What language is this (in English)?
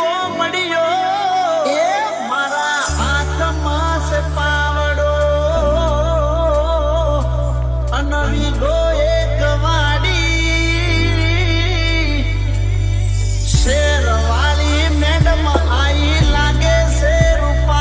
Gujarati